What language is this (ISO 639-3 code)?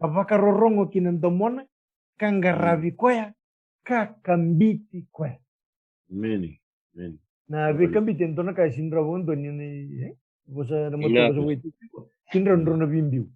fij